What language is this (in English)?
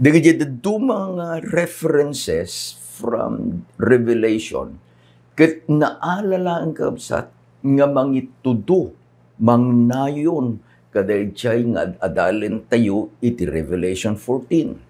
Iloko